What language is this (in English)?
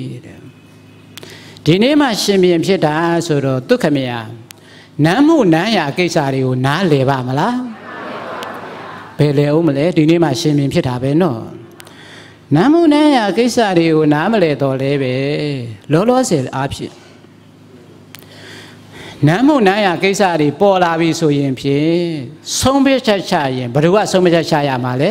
Burmese